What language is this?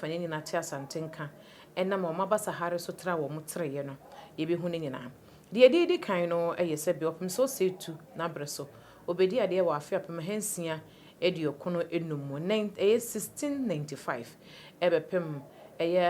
Akan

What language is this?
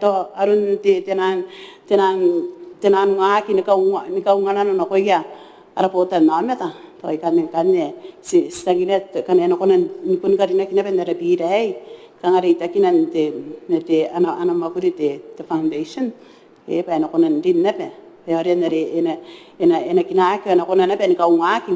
Gilbertese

